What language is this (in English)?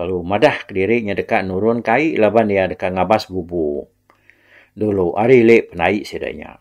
Iban